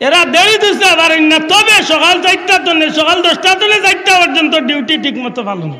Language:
Sylheti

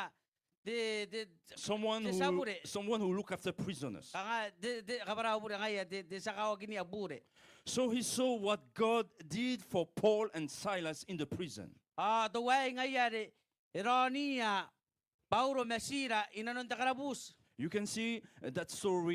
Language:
Gilbertese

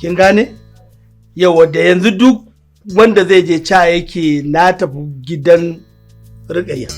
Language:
Hausa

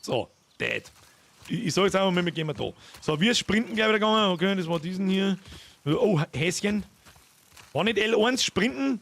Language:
Bavarian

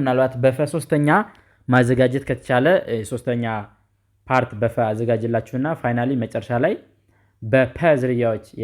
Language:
Amharic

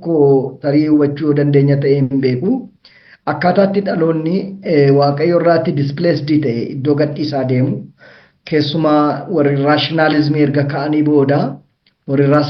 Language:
Oromo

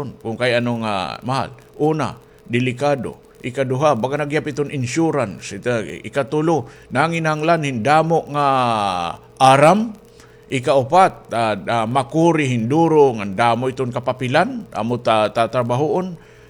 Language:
Waray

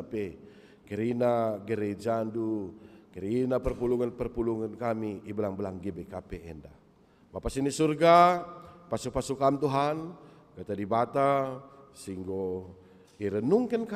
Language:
Batak Karo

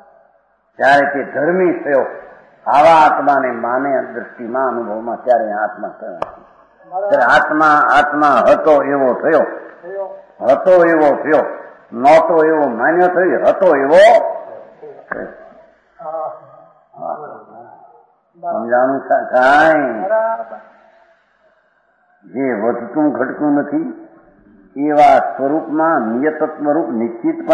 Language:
Gujarati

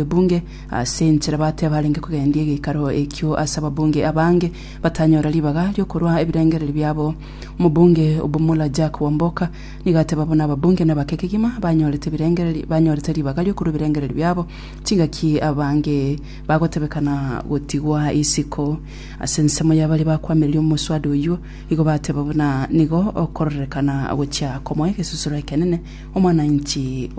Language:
Gusii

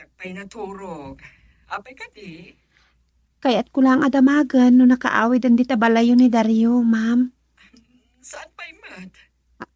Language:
Iloko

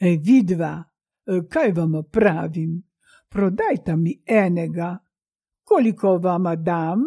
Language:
Slovenian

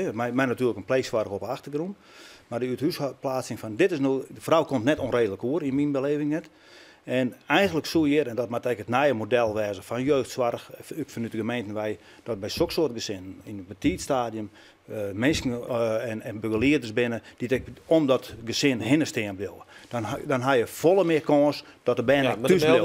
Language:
Western Frisian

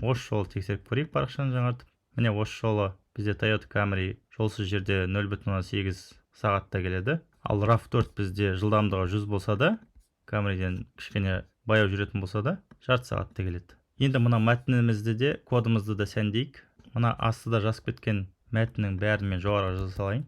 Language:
Kazakh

